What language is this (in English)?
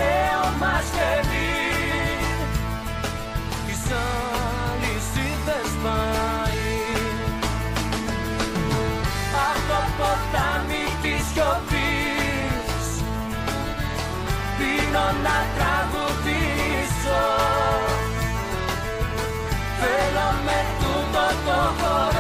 Greek